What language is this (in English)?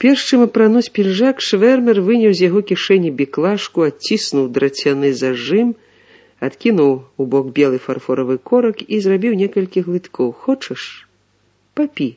Belarusian